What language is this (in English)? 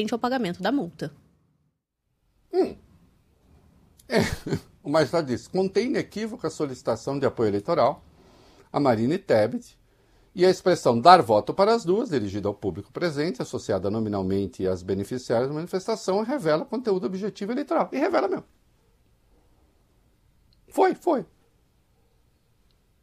Portuguese